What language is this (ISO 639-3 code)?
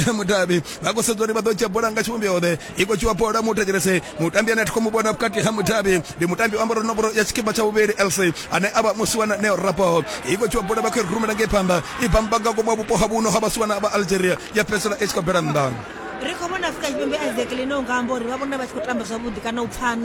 ven